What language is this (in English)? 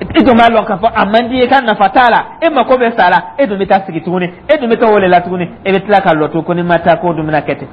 Dyula